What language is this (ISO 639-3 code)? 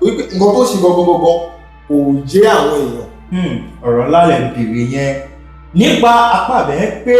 yor